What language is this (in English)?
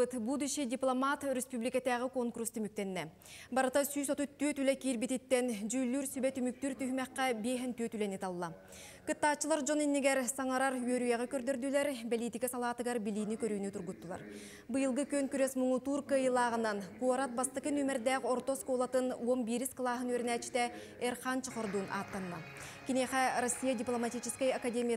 Yakut